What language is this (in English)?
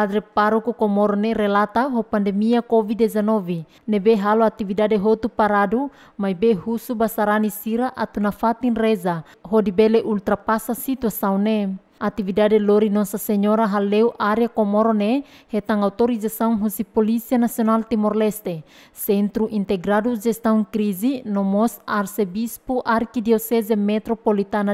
Tetum